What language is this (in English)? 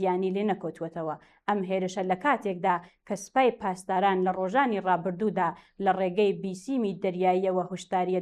Central Kurdish